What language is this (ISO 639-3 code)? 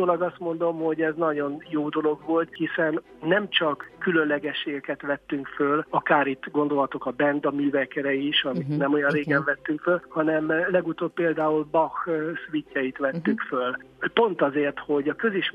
hun